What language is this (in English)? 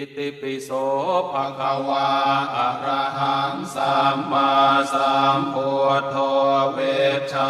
Pali